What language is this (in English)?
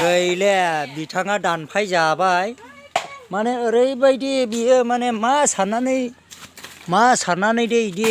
Bodo